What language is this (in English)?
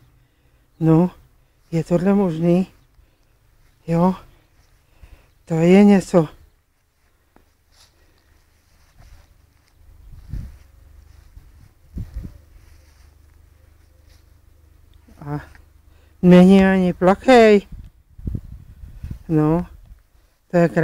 Czech